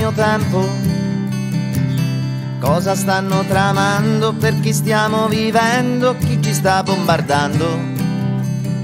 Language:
Italian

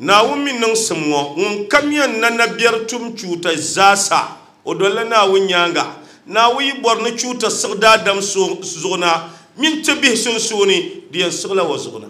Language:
Dagbani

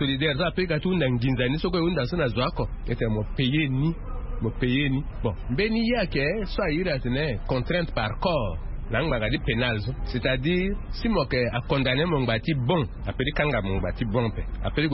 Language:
Sango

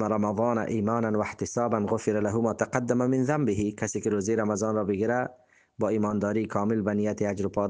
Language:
Persian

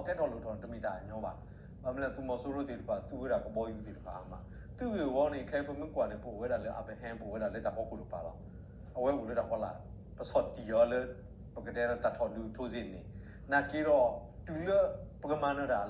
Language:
S'gaw Karen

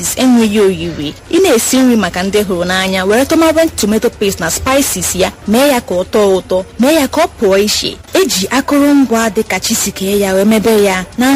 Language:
Igbo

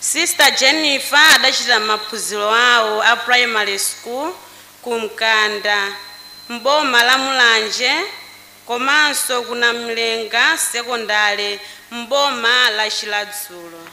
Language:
Nyanja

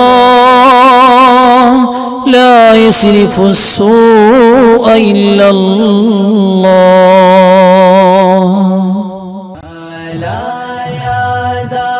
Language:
Malayalam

